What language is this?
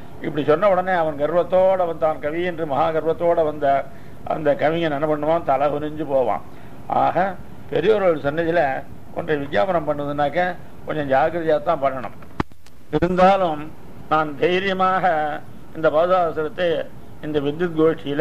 Tamil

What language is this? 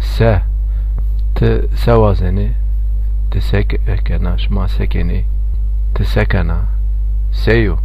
Zaza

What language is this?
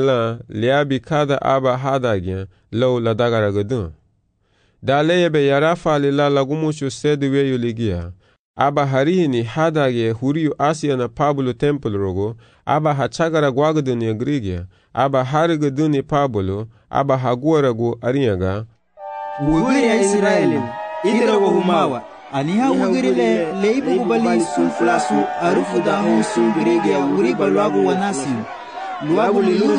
Garifuna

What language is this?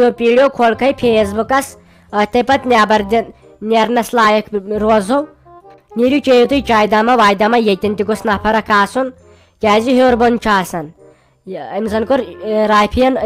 Kashmiri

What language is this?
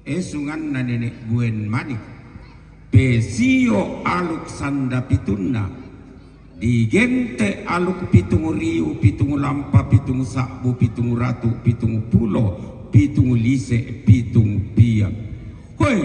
Toraja-Sa'dan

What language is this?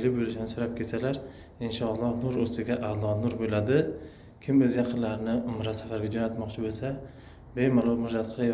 Uzbek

